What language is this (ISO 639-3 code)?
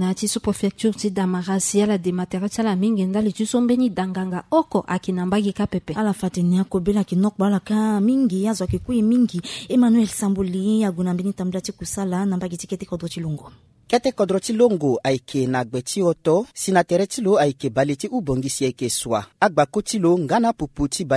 sag